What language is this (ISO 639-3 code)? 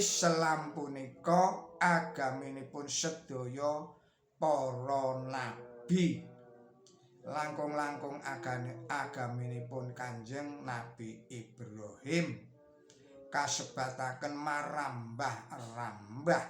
jav